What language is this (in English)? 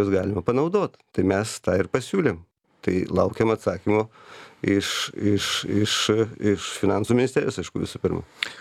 Lithuanian